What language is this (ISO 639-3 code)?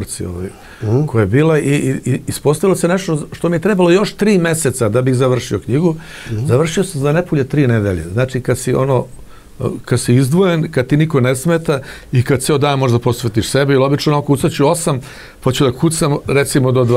srp